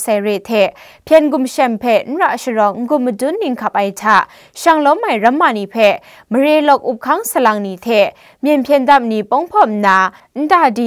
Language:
Kachin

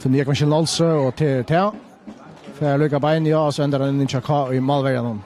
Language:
Faroese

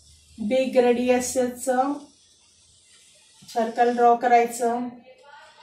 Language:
Marathi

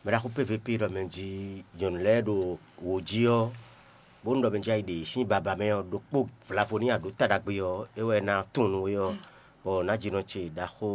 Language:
Fon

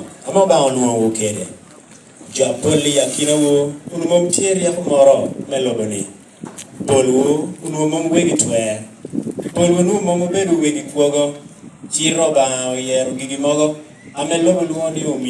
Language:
Lango (Uganda)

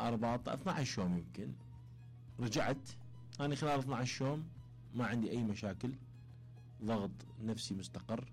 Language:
Mesopotamian Arabic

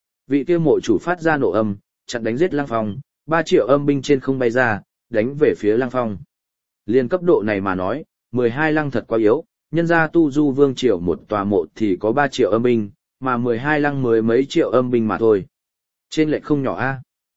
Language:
Vietnamese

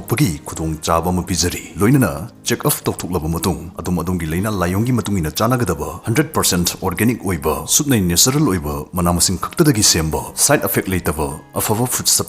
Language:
Manipuri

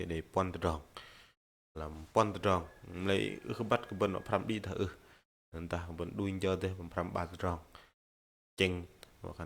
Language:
Bahnar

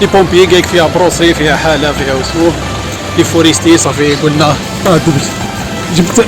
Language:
Algerian Arabic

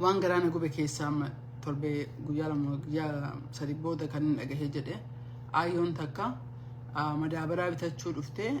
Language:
Oromo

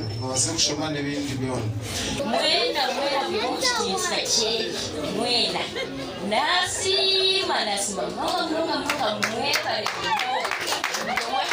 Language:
Nyankole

